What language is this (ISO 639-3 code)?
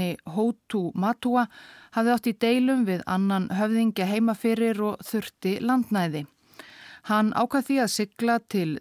isl